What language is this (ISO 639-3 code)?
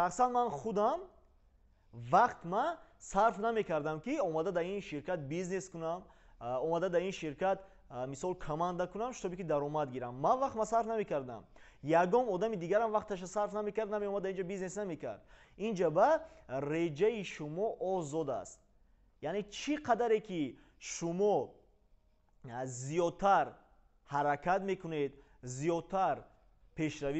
tgk